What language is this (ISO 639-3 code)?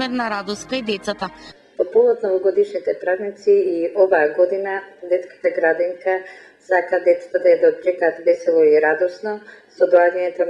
mkd